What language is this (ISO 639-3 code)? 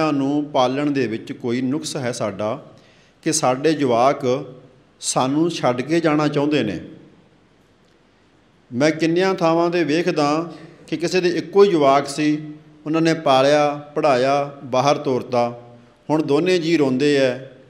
pan